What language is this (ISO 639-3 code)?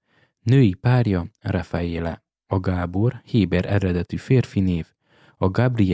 hun